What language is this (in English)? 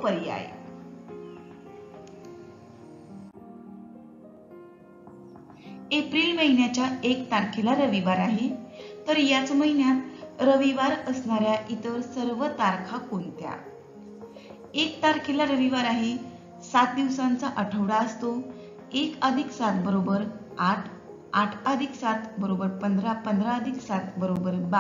Marathi